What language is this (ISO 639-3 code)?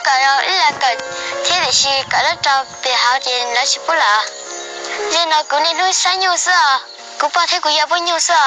hmn